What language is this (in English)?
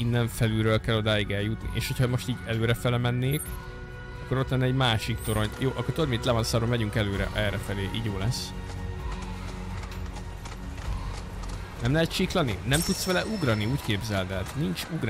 Hungarian